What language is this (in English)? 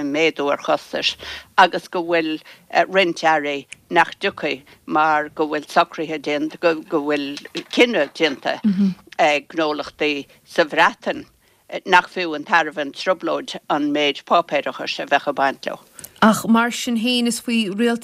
Irish